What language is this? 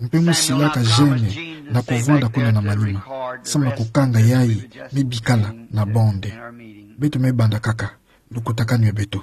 Kituba (Democratic Republic of Congo)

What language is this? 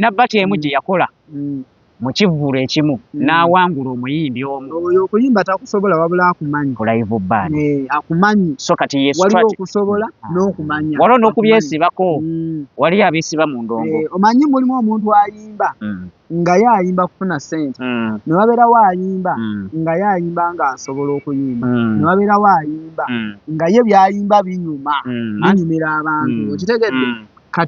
Ganda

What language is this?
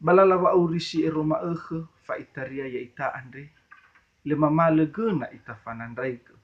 Nias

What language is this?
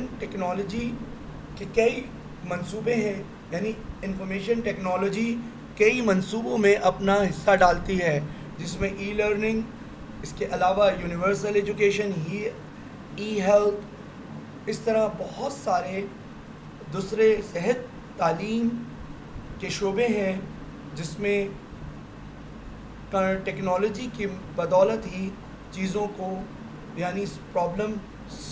Urdu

